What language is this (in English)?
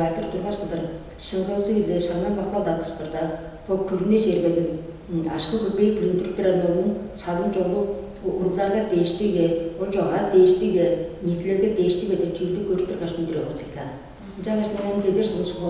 Tuvinian